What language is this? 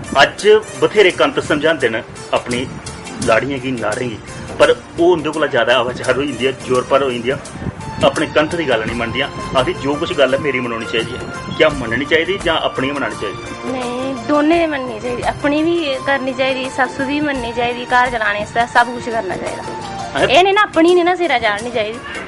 Dogri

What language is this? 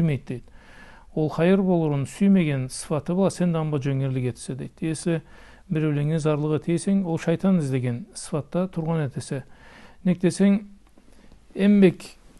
Karachay-Balkar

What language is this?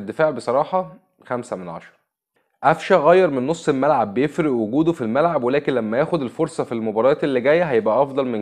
Egyptian Arabic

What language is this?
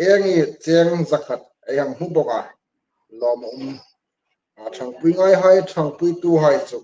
Hmar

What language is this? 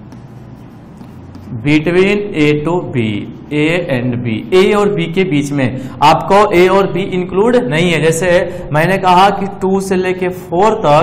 Hindi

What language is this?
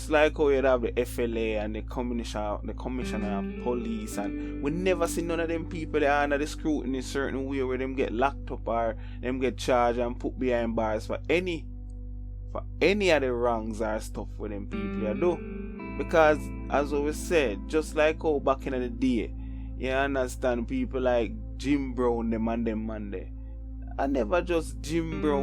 Jamaican Creole English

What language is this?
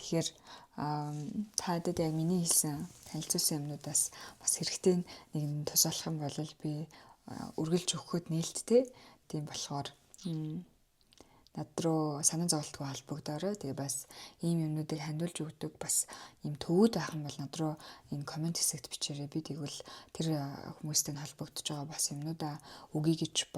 Mongolian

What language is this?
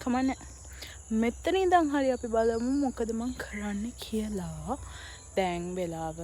Sinhala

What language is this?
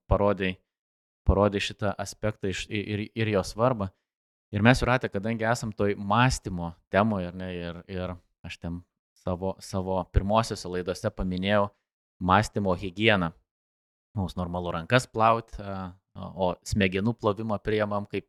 Lithuanian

